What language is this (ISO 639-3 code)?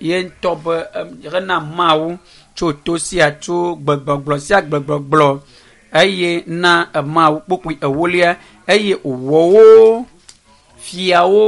ewe